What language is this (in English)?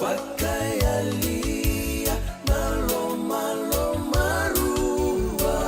Fijian